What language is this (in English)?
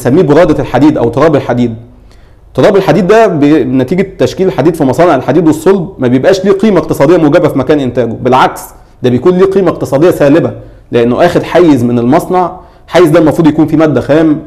Egyptian Arabic